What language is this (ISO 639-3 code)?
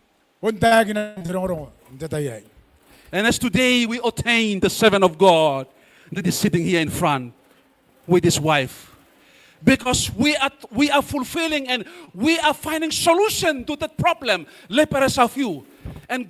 gil